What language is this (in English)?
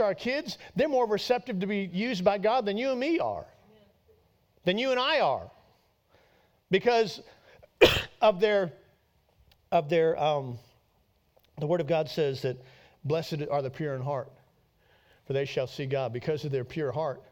English